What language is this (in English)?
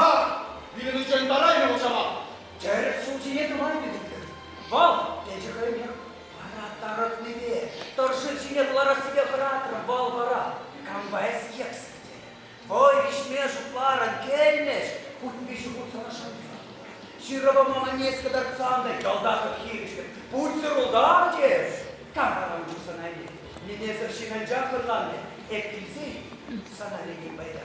Chuvash